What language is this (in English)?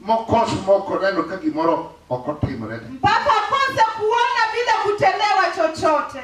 Luo (Kenya and Tanzania)